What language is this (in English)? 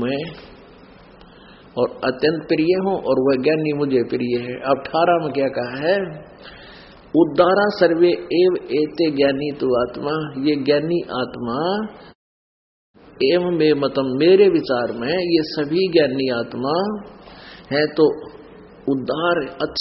Hindi